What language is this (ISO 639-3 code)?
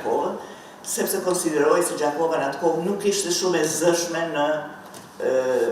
sqi